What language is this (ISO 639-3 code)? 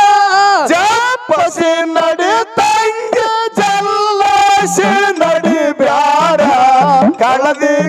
kan